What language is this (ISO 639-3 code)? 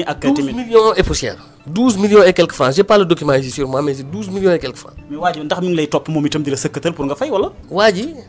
wol